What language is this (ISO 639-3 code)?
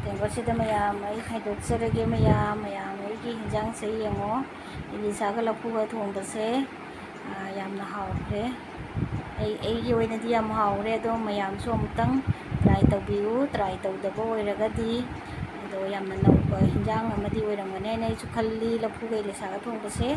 mni